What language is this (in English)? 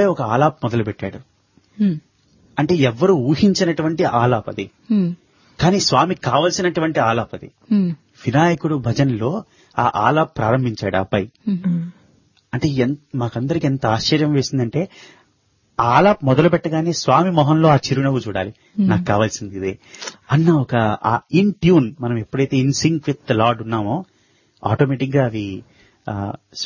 Telugu